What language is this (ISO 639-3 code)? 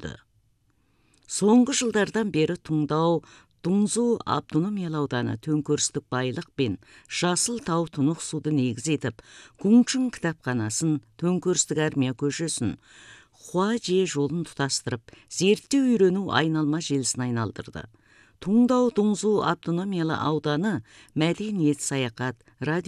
kaz